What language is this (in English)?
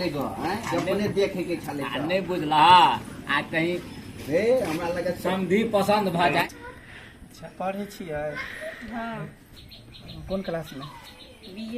Maithili